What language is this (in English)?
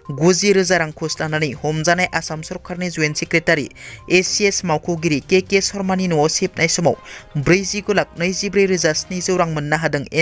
Bodo